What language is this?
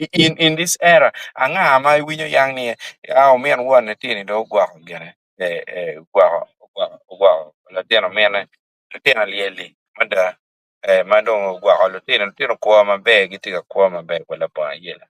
Acoli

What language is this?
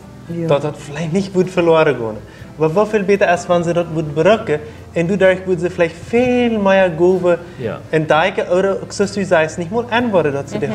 Plautdietsch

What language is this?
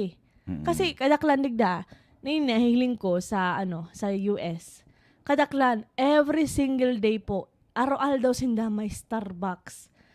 Bikol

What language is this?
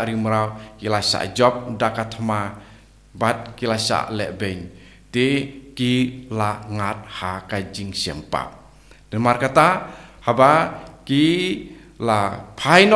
Khasi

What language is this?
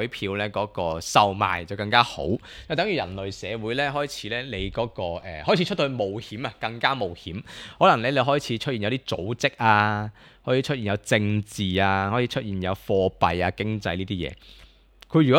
Cantonese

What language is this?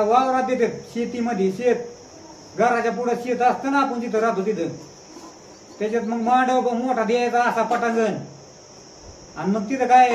Marathi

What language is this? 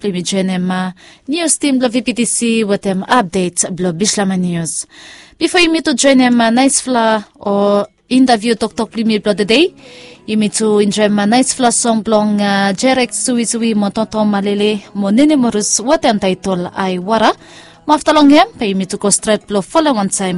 Bislama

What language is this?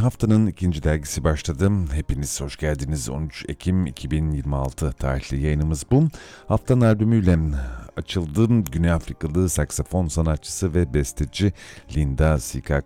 Turkish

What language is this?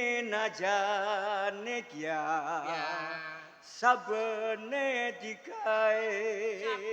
Javanese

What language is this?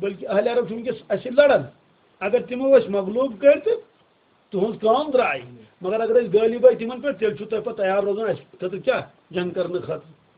Kashmiri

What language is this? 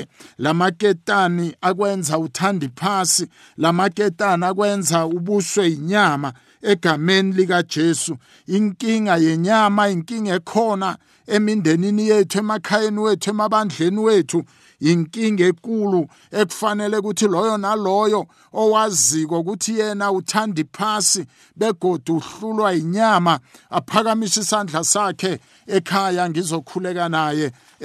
South Ndebele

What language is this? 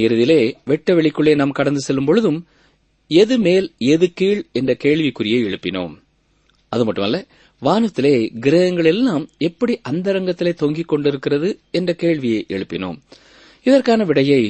Tamil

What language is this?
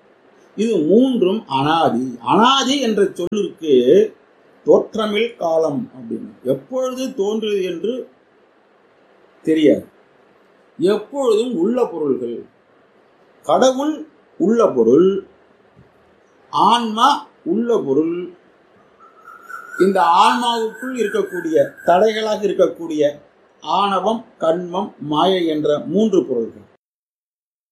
Tamil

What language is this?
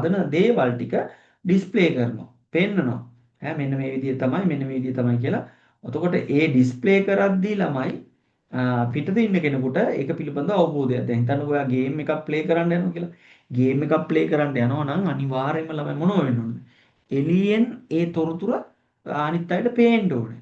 Sinhala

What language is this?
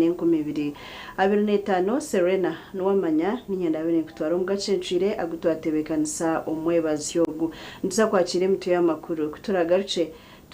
Nyankole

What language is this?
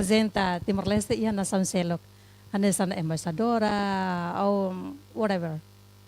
Tetum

